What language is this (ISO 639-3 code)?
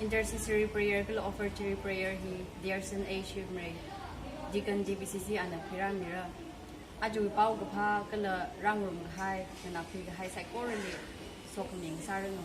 nmf